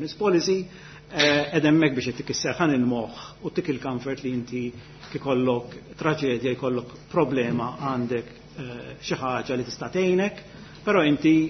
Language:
Maltese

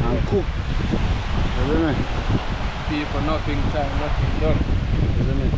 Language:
Jamaican Creole English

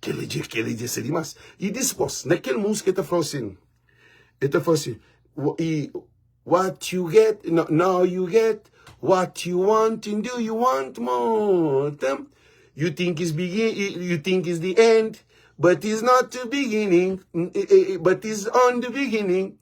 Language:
Kabuverdianu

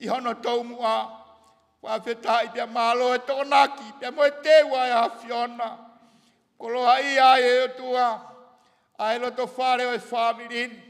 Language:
Tongan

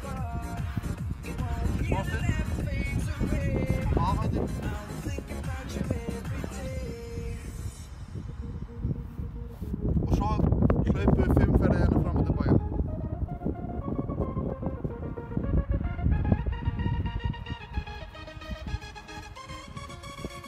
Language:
Icelandic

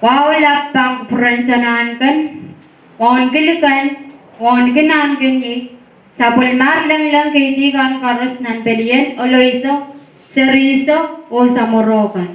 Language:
Pohnpeian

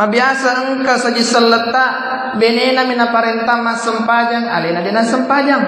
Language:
Buginese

